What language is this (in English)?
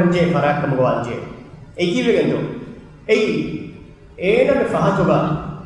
Divehi